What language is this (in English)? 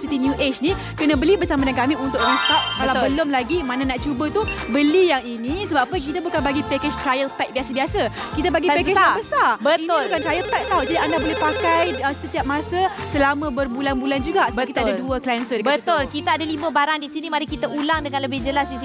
Malay